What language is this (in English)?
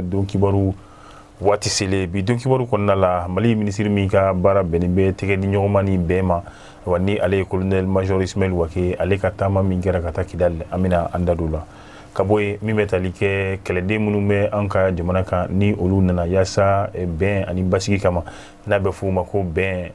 Bambara